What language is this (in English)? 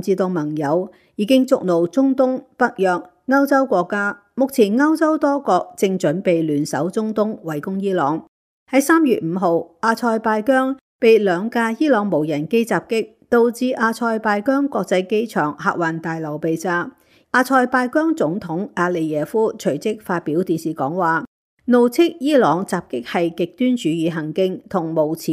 Cantonese